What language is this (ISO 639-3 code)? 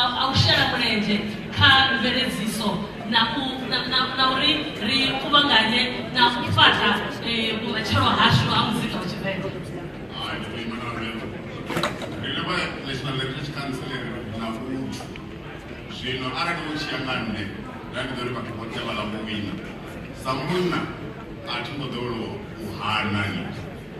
ven